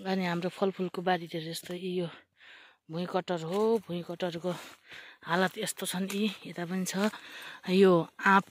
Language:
Nepali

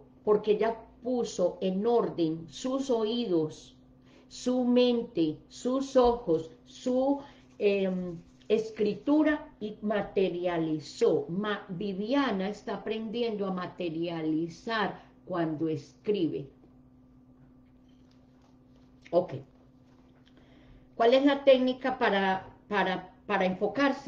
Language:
Spanish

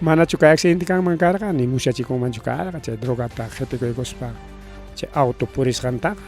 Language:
Ayacucho Quechua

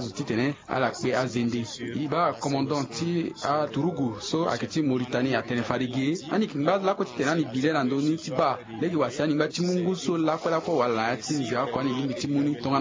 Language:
Sango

